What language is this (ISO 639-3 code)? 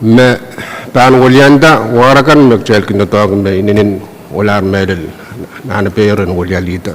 pon